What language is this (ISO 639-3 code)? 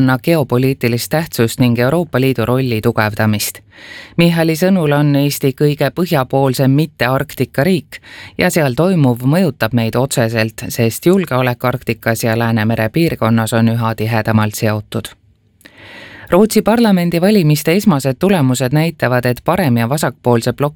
est